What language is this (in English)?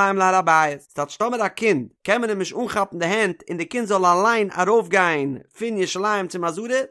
Yiddish